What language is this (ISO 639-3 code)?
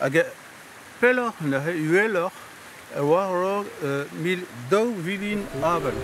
bre